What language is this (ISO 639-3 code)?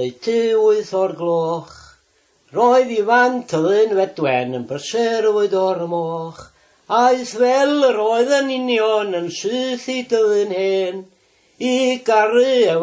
cym